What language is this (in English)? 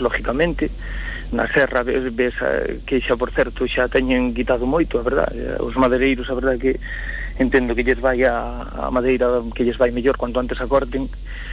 Galician